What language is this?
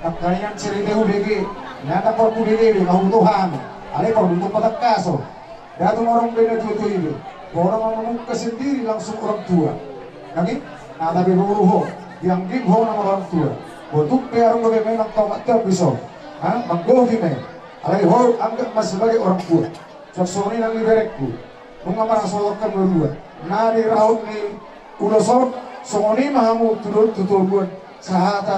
Batak Toba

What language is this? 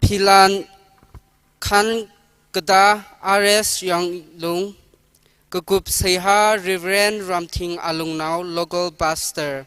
Tangkhul Naga (India)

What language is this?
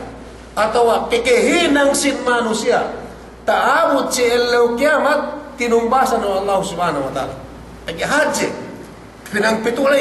Yakan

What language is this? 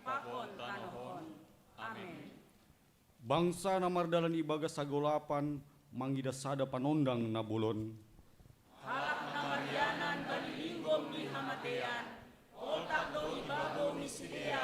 Batak Simalungun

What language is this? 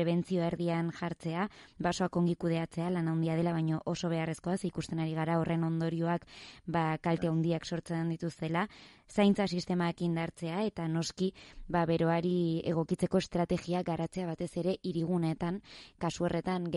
Basque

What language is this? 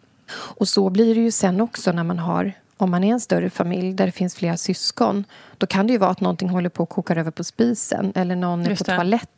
Swedish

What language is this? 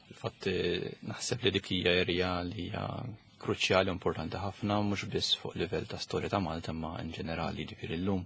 Maltese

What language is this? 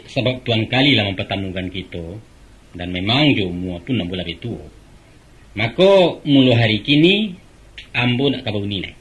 Minangkabau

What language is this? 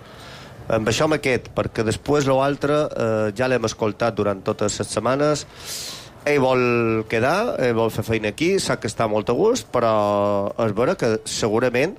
Catalan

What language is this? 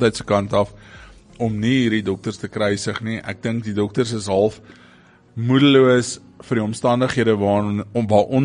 Afrikaans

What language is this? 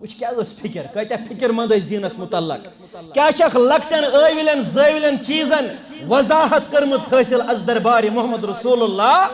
Kashmiri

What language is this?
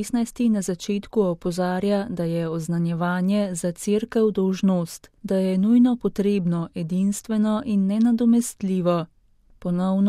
Slovenian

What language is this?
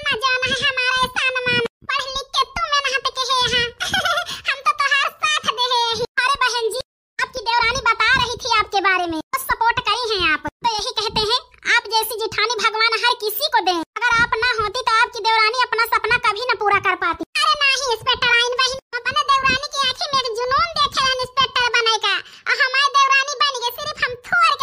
Awadhi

